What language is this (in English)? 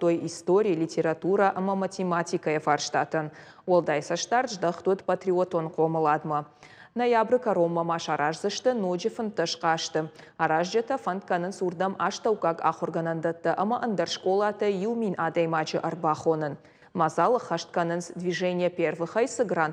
Ossetic